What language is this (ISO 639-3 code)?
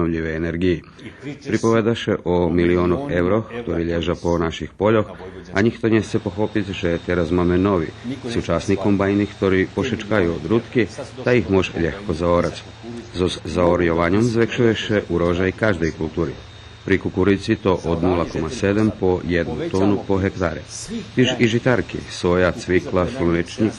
rue